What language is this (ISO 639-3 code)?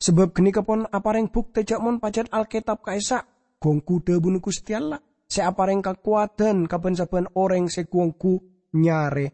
mad